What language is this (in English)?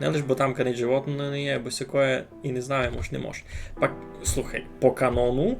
Rusyn